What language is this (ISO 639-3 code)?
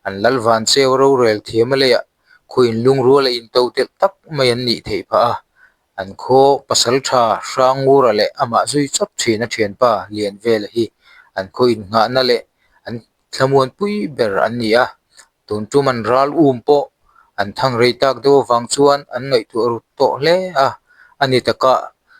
lus